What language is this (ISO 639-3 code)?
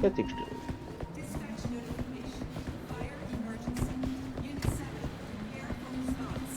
bar